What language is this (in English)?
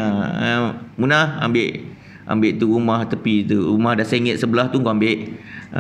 Malay